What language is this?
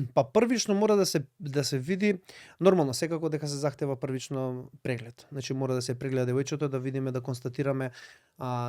Macedonian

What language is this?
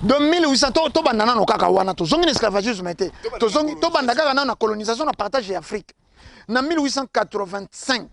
Lingala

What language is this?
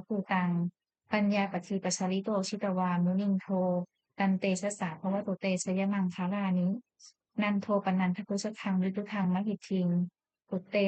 Pali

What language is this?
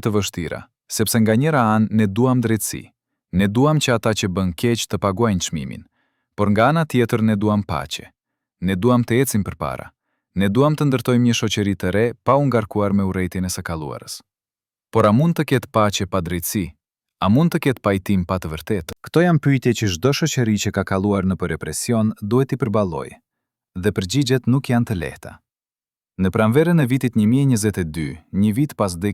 Albanian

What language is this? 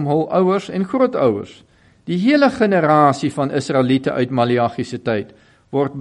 Afrikaans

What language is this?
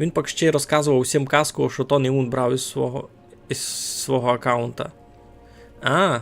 Rusyn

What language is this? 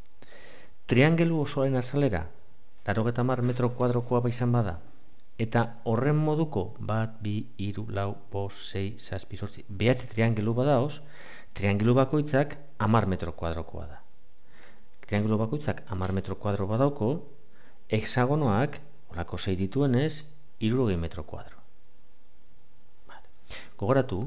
Basque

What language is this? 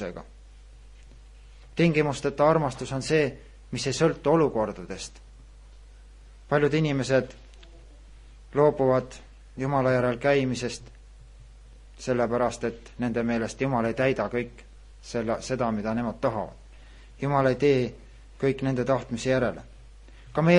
Estonian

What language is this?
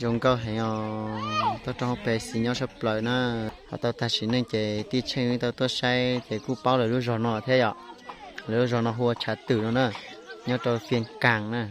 Hmong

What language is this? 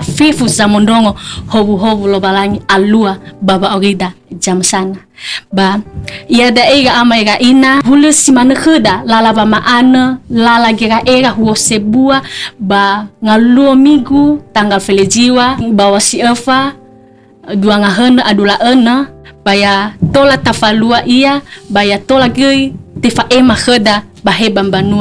Nias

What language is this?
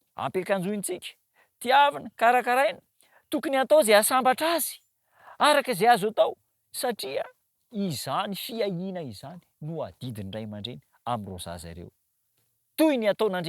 Malagasy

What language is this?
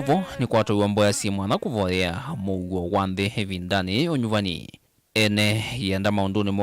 Kamba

